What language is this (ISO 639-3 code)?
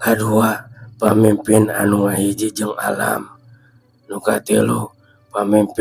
sun